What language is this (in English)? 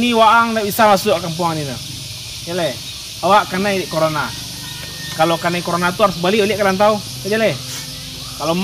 Minangkabau